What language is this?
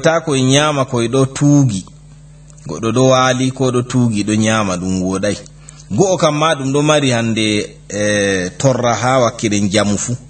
Fula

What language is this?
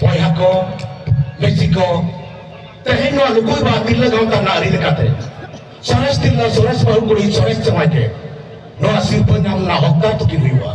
Santali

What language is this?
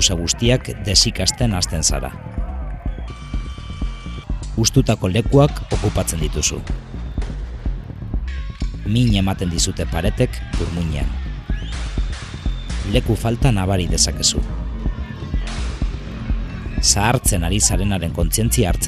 Basque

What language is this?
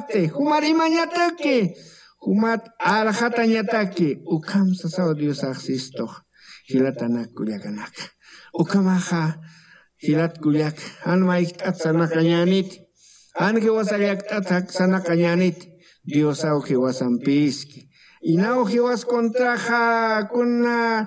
Aymara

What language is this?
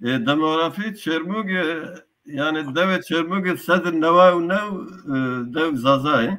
Zaza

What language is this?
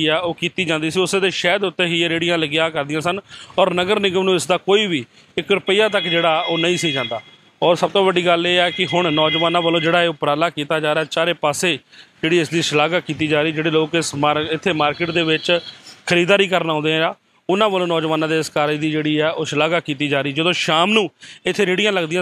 Punjabi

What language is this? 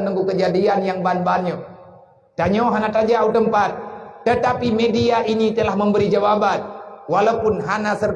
Achinese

